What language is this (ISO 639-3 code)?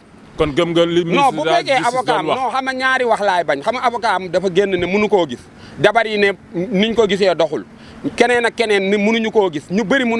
wol